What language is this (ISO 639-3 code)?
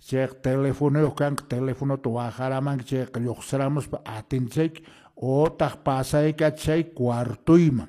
que